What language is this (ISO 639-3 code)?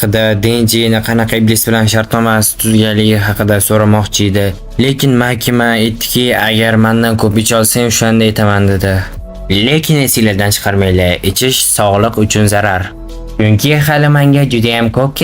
uzb